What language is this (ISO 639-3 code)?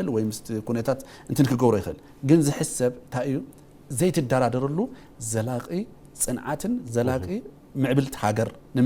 tir